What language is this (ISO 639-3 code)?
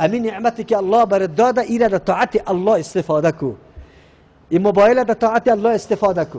fas